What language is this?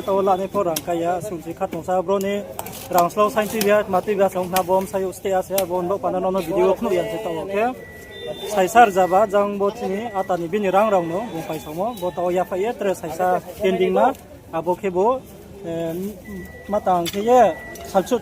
Riang (India)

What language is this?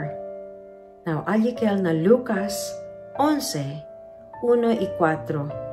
Chavacano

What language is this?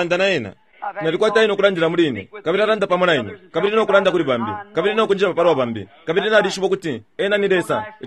Bemba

